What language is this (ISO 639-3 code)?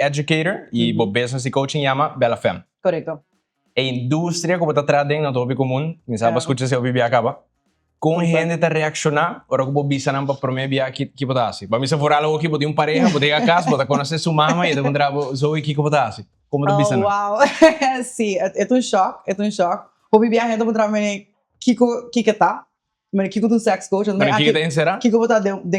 pap